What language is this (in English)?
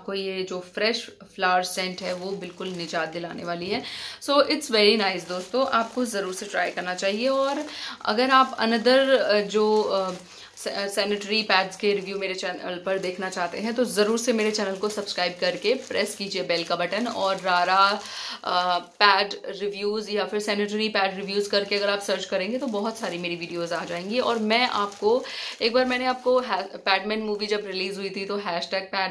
Hindi